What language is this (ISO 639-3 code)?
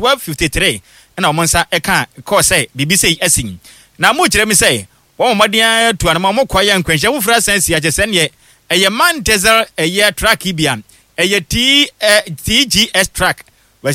aka